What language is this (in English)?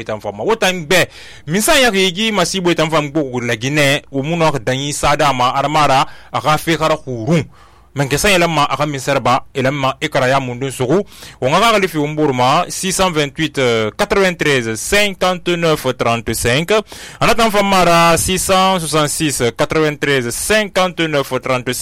Susu